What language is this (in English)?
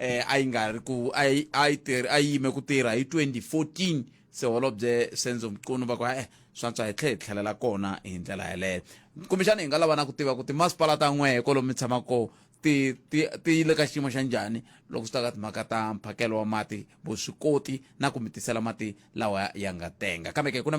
Tsonga